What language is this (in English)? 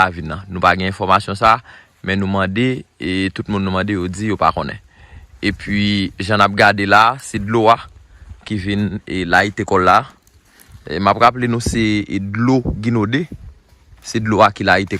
Haitian Creole